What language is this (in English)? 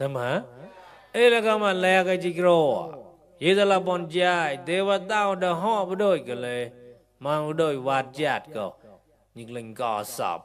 Mon